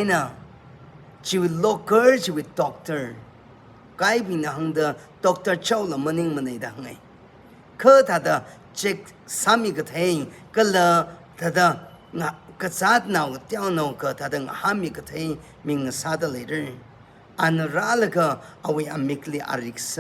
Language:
Tangkhul Naga (India)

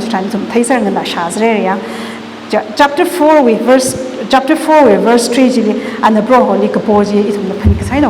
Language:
Tangkhul Naga (India)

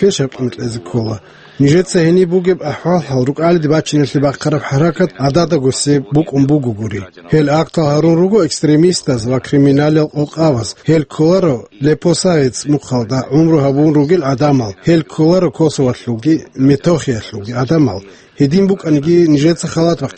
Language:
Avaric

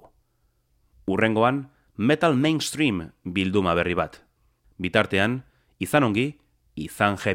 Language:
Basque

